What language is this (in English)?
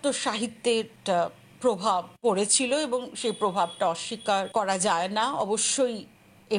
Bangla